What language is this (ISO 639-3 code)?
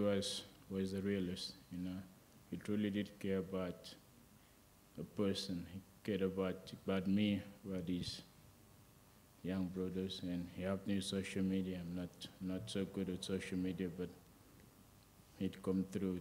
eng